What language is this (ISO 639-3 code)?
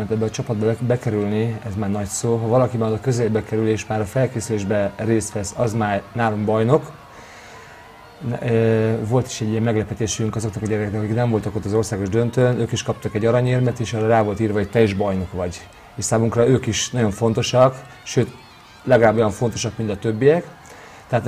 hun